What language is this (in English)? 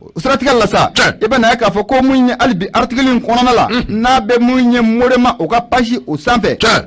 Bambara